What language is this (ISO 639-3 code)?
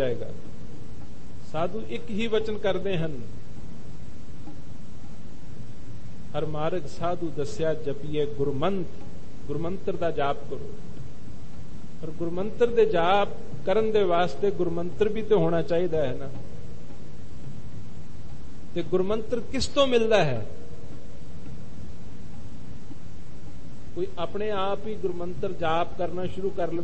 pan